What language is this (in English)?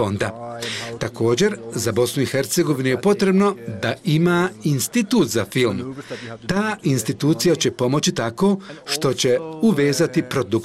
Bosnian